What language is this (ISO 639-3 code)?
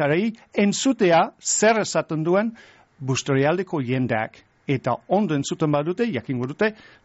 eus